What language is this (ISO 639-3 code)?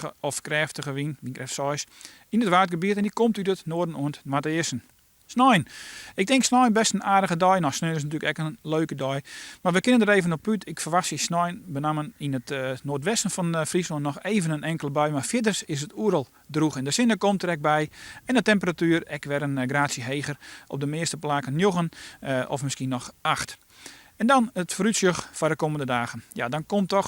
fry